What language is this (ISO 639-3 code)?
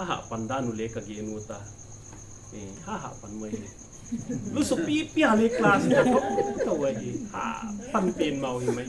pck